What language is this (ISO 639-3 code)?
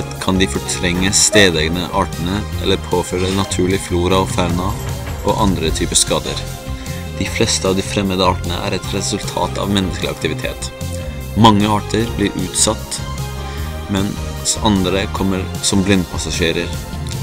nor